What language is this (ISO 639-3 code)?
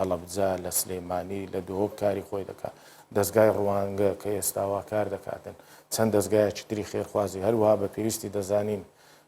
ckb